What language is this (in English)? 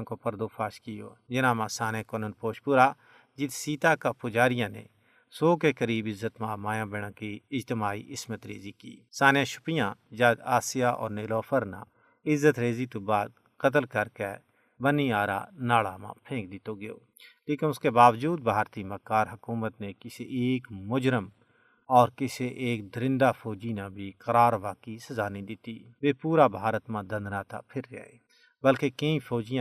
Gujari